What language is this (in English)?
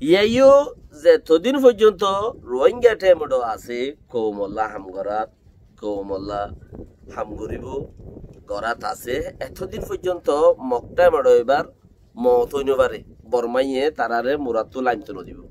Rohingya